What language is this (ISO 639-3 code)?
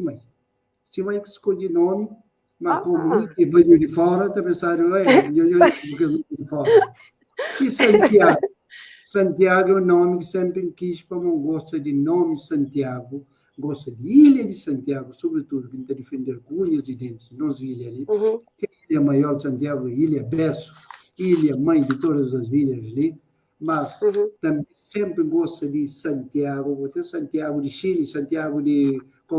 kea